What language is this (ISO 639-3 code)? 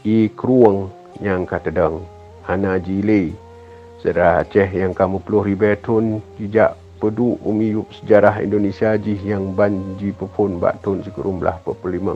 ace